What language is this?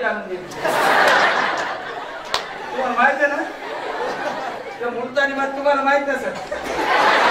Marathi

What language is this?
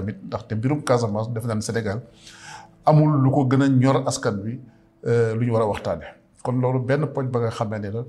Wolof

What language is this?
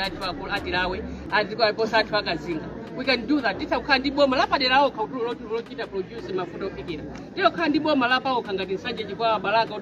Nyanja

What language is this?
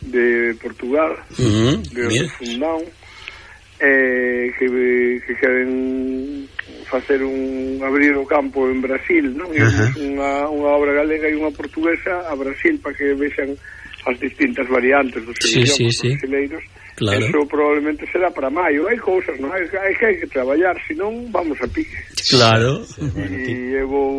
Galician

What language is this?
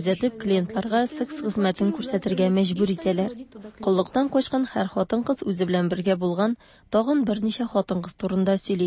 Tatar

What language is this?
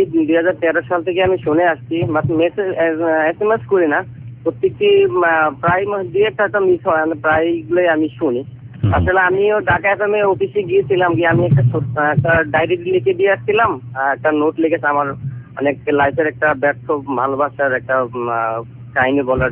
Bangla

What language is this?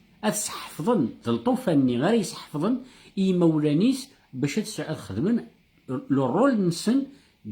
Kabyle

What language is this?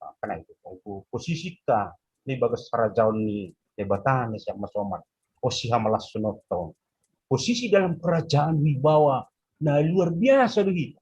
Batak Simalungun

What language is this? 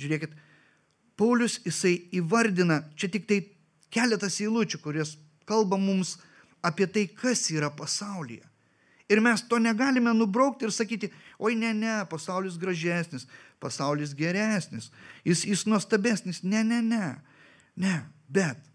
Lithuanian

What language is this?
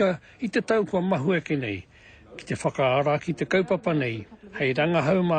Māori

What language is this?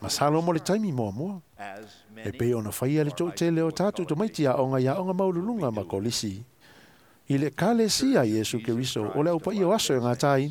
Samoan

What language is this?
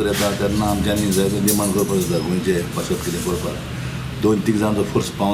Konkani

